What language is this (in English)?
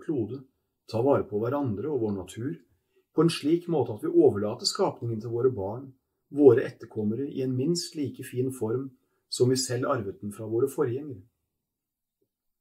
Norwegian